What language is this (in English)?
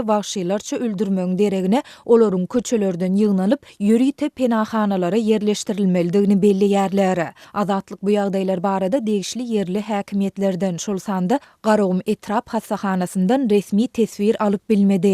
Turkmen